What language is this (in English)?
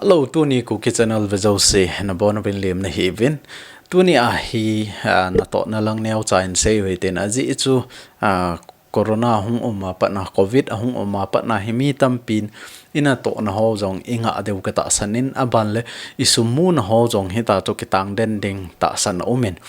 Thado Chin